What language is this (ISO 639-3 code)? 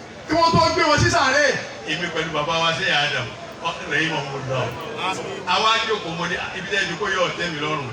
yor